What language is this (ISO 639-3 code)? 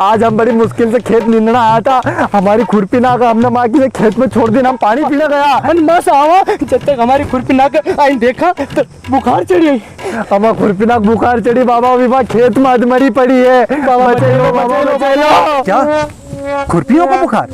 raj